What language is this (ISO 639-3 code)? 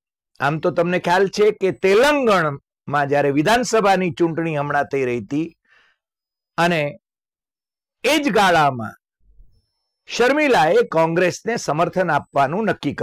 guj